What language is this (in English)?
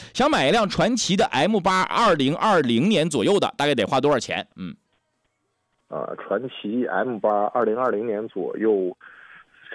Chinese